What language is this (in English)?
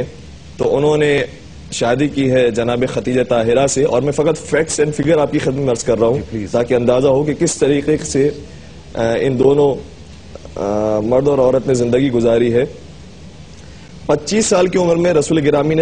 Urdu